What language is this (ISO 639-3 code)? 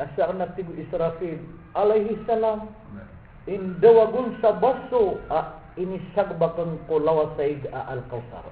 mrw